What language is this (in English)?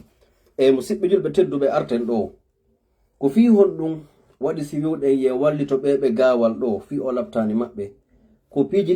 Fula